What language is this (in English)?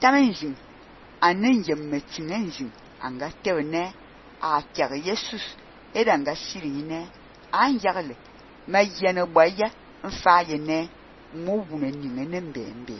Fang